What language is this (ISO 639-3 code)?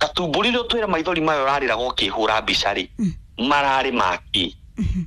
kik